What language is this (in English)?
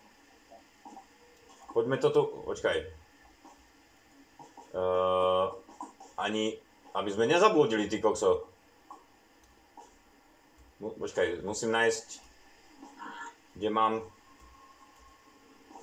Slovak